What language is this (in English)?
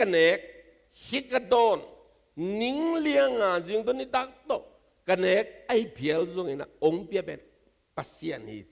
Tedim Chin